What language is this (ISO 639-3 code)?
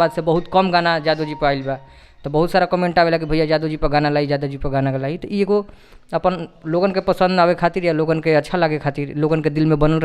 bho